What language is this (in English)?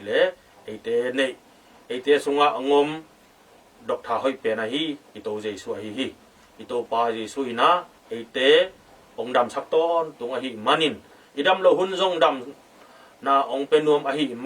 Tedim Chin